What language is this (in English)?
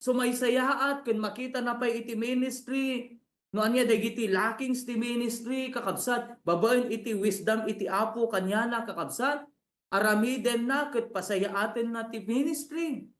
Iloko